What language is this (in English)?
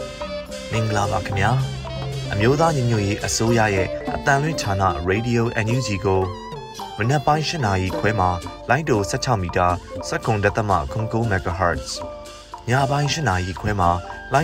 Burmese